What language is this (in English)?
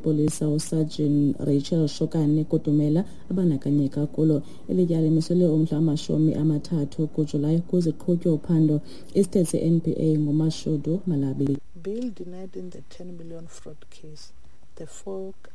Xhosa